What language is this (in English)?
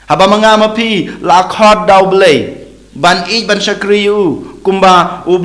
Khasi